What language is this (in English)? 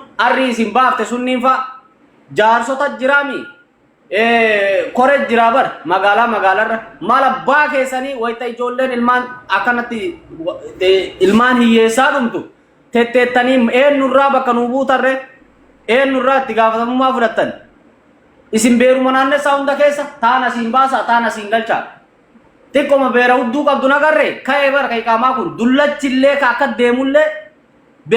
Oromo